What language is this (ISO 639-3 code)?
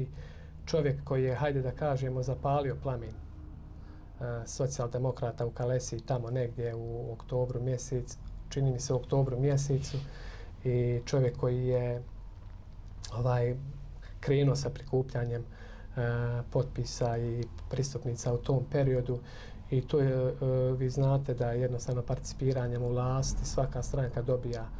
bos